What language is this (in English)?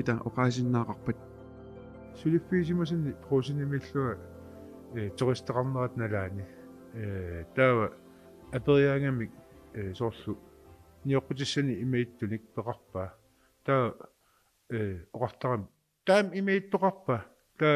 Kalaallisut